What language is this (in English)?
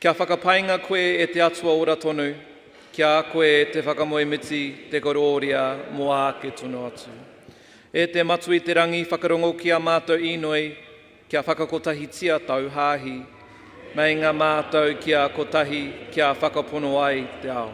Māori